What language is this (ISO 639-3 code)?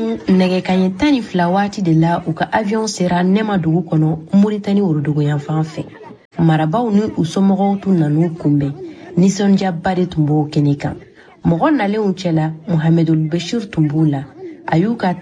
bam